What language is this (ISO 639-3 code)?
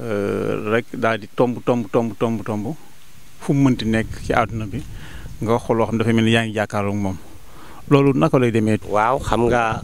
wol